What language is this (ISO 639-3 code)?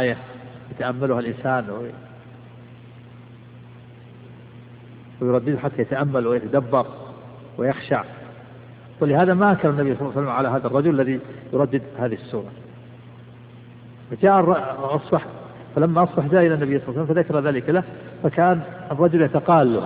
ara